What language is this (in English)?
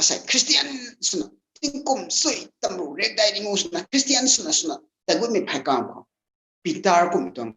Rongmei Naga